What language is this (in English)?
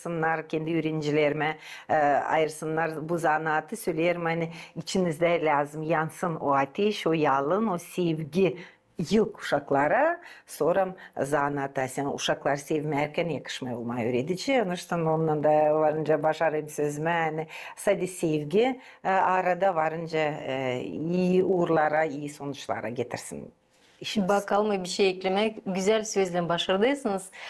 Gagauz